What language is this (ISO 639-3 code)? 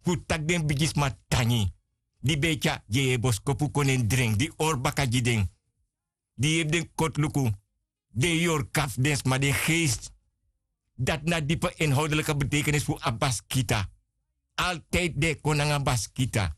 srn